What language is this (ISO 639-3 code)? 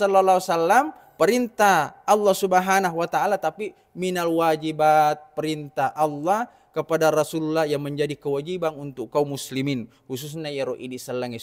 bug